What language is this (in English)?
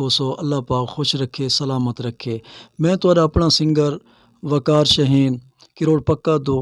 Saraiki